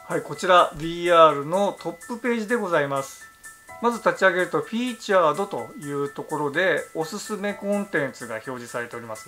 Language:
Japanese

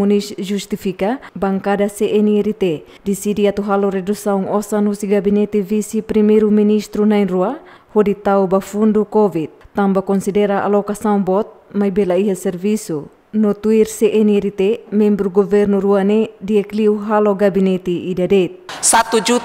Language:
Tetum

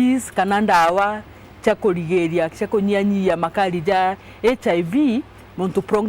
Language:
Meru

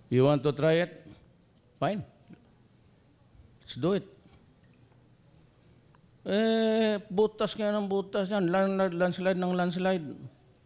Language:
Filipino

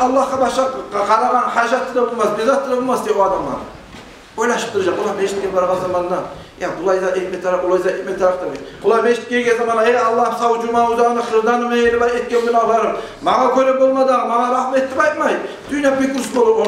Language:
Kumyk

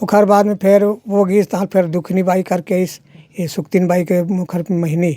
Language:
Chhattisgarhi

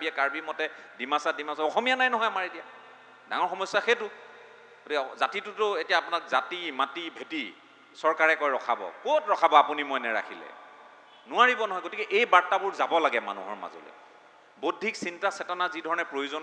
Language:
Assamese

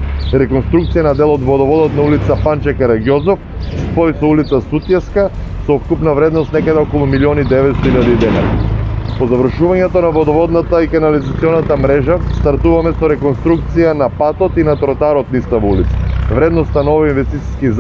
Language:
Macedonian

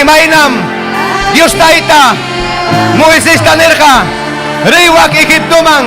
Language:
Ayacucho Quechua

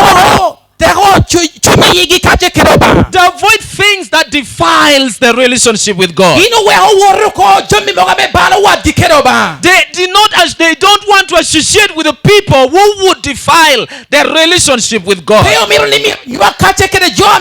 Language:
Lango (Uganda)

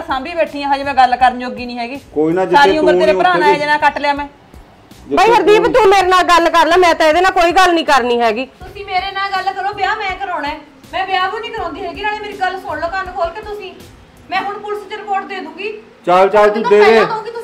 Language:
Punjabi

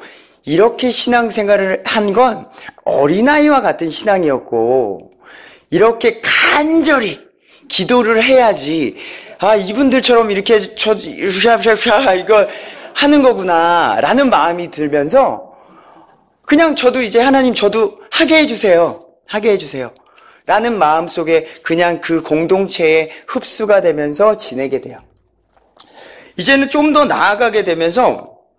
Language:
Korean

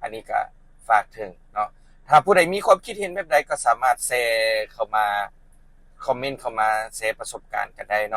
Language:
Lao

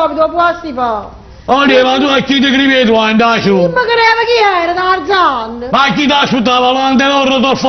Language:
Neapolitan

